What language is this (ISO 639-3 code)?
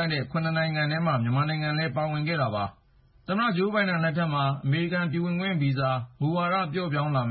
mya